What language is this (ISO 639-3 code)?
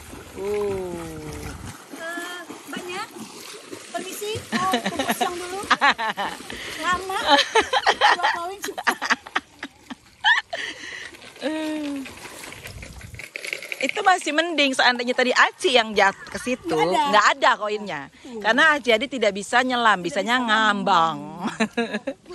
ind